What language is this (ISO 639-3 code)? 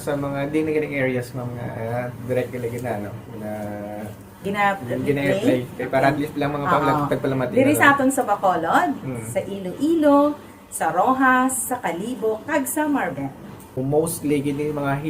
hil